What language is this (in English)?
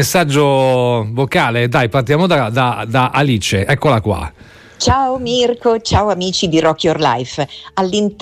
Italian